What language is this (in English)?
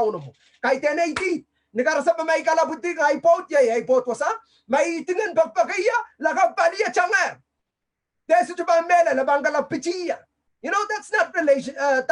Pohnpeian